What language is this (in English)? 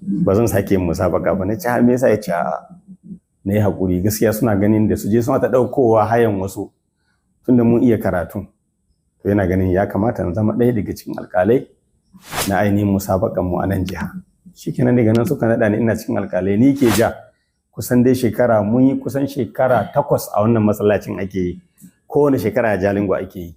Hausa